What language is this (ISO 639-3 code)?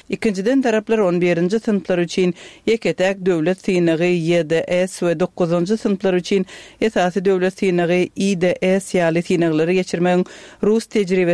tuk